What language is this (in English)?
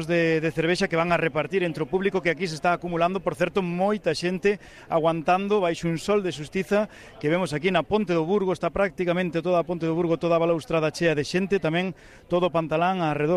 Galician